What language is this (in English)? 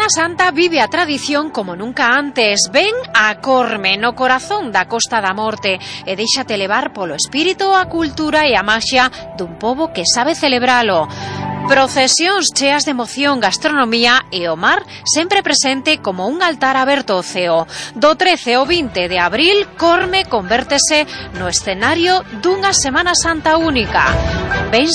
Galician